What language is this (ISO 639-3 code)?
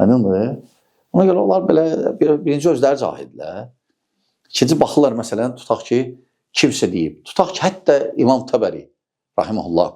aze